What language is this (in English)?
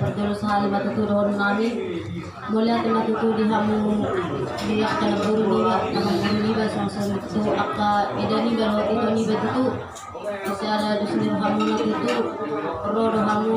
Batak Toba